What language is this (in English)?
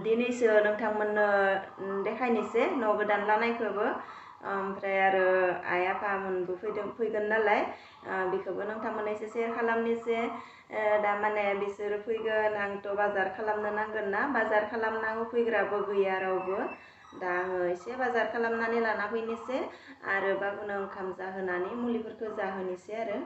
Bodo